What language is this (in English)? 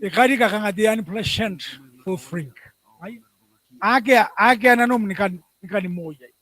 Gilbertese